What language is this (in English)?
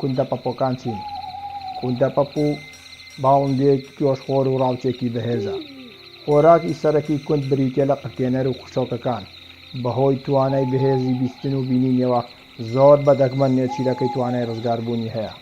Central Kurdish